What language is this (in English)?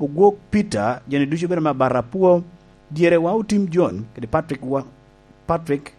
Lango (Uganda)